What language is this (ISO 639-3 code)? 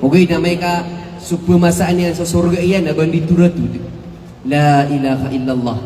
mrw